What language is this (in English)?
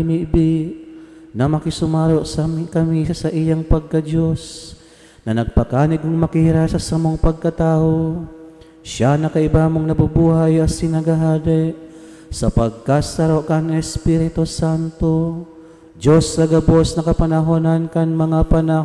Bikol